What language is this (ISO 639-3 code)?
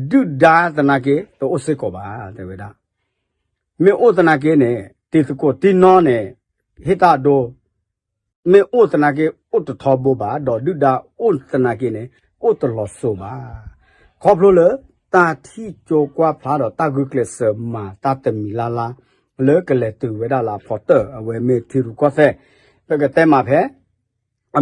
ksw